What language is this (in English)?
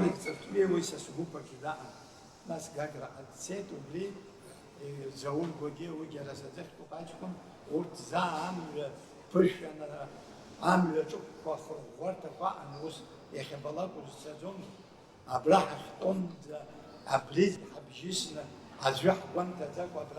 Abkhazian